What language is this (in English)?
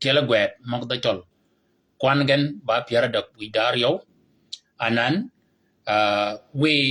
Shilluk